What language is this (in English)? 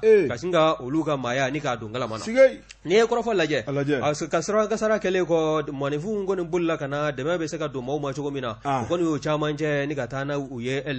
Bambara